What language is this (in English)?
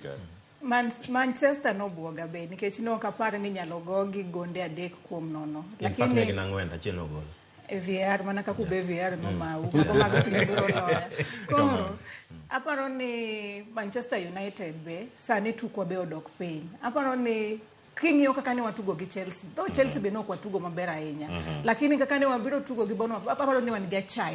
Luo (Kenya and Tanzania)